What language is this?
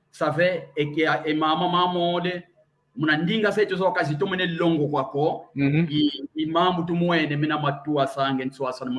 San Salvador Kongo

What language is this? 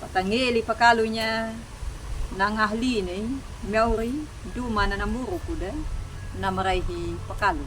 Anakalangu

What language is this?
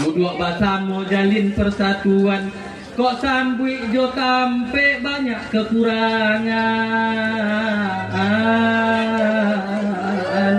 Minangkabau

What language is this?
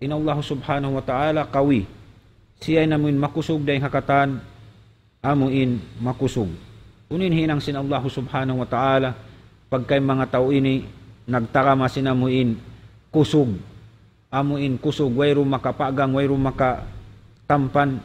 Tausug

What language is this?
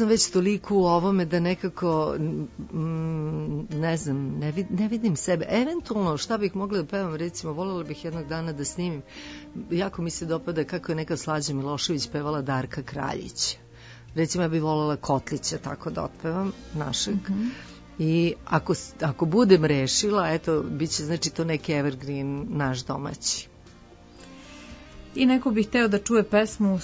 Serbian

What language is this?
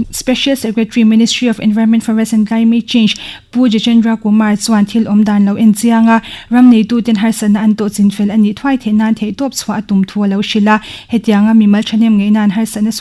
Mizo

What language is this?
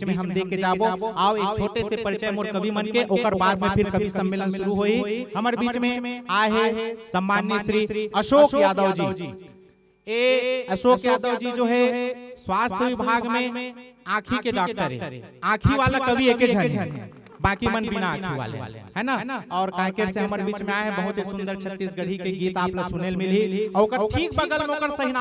Chhattisgarhi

